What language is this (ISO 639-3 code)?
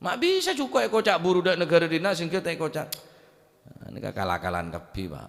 mad